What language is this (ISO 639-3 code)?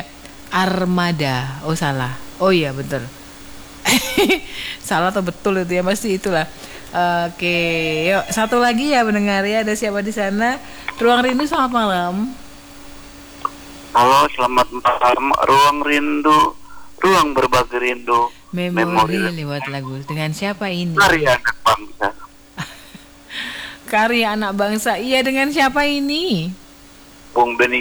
ind